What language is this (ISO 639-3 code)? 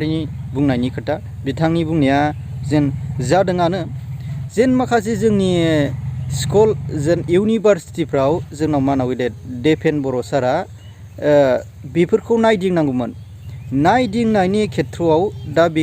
brx